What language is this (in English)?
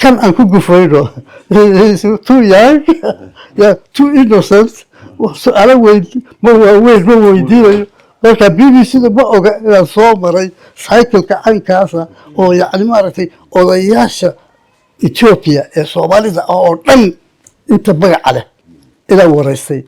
Somali